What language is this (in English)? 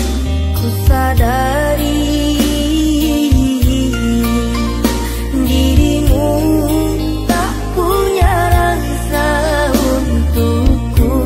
Indonesian